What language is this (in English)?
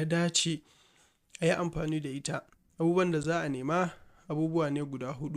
Hausa